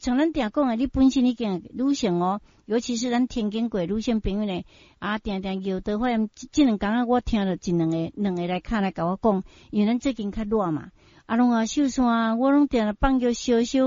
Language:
Min Nan Chinese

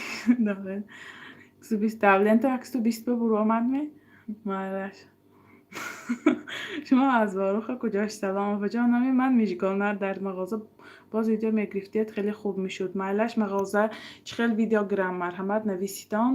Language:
Tajik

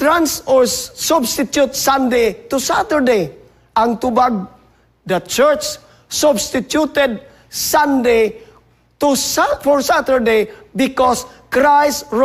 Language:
Cebuano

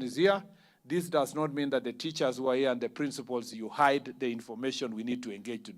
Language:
Meru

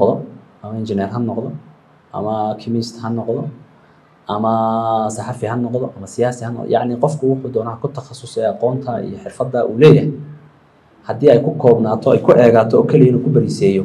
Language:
Somali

